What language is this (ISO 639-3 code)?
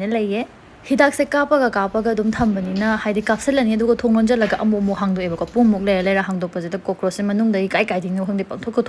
mni